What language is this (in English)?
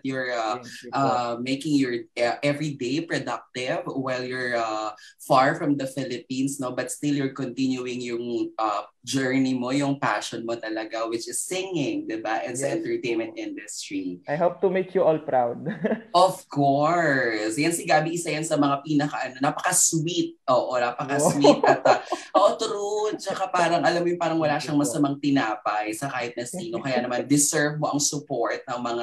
Filipino